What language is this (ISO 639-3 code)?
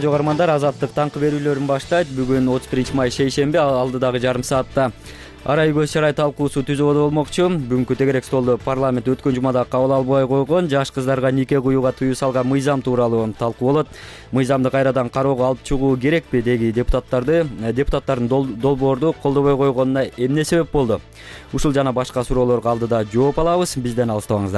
kir